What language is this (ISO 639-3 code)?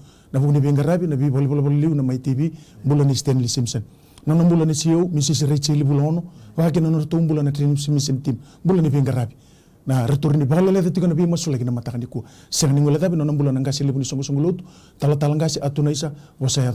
fij